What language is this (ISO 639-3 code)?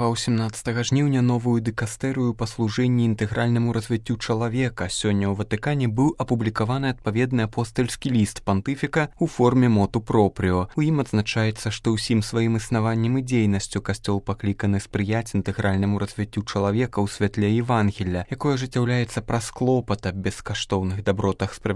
bel